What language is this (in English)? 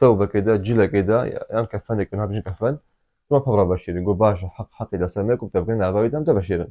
Kurdish